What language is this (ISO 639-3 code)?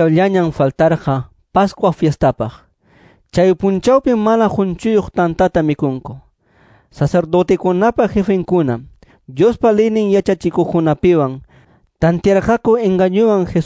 que